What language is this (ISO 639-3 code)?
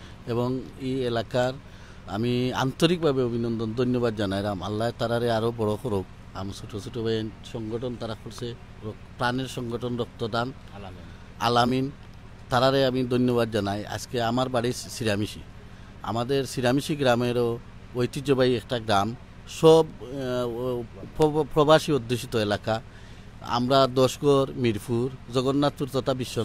syl